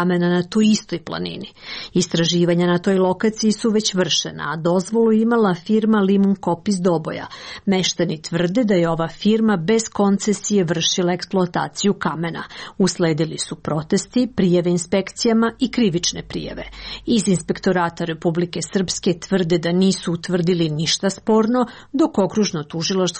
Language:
Serbian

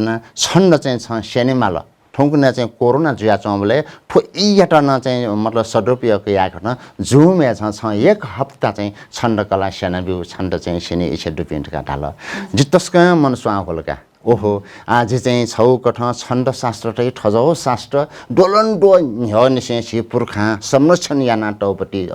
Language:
Newari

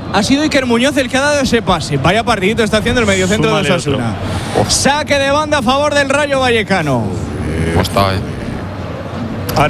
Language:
Spanish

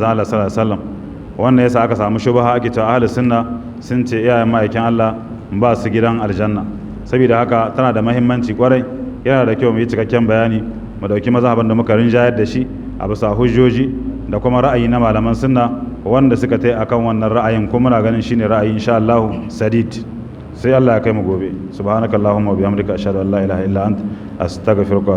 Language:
Hausa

